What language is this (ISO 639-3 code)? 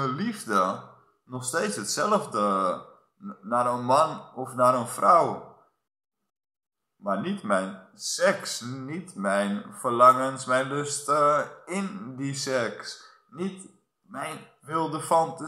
nld